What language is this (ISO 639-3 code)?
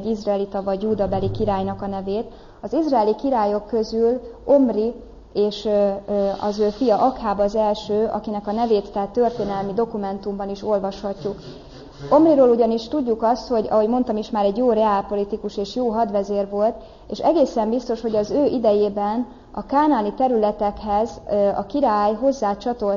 hun